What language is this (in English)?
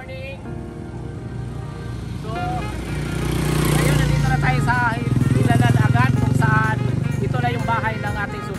Filipino